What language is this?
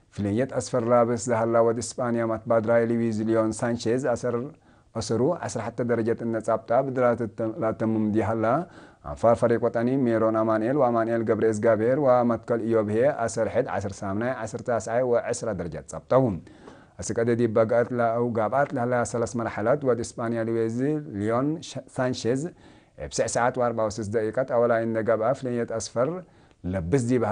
Tigre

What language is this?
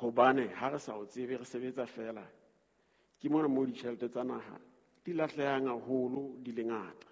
Southern Sotho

